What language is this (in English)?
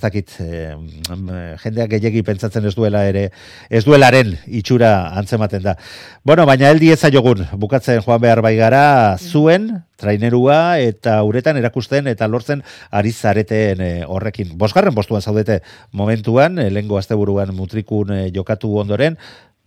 Basque